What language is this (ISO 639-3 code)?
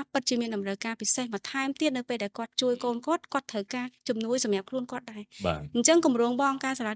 khm